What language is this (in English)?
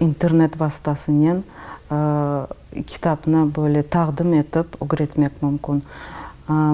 Crimean Tatar